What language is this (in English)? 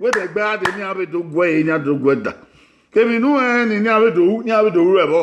Bini